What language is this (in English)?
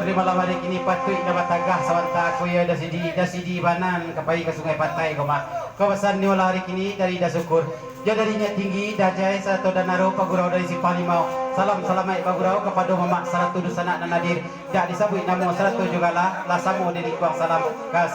Minangkabau